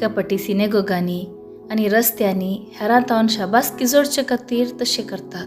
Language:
Konkani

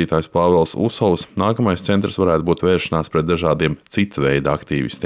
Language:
Latvian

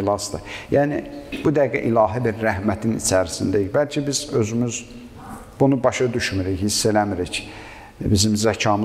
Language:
Azerbaijani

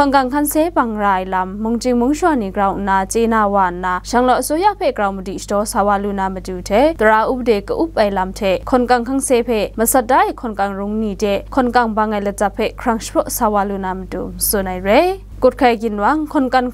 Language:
Kachin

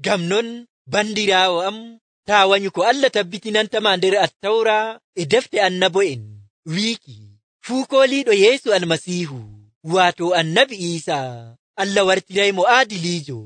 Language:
Nigerian Fulfulde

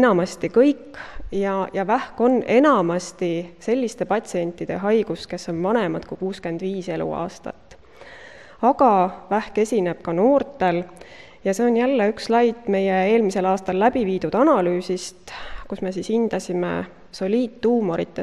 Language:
Estonian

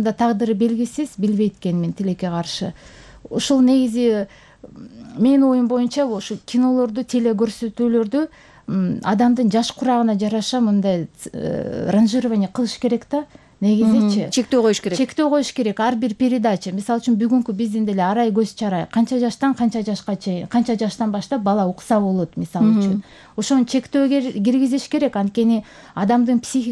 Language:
Kyrgyz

